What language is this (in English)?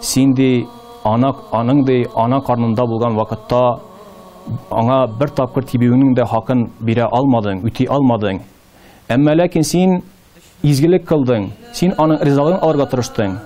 Tatar